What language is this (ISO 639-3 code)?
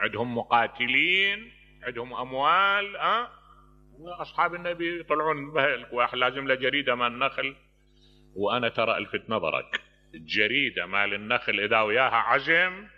acm